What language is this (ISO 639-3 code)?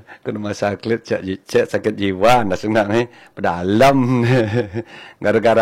ban